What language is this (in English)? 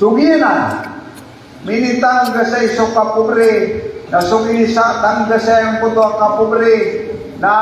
Maranao